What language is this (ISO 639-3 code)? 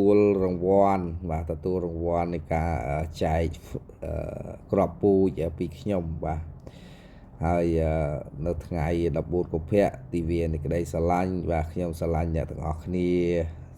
khm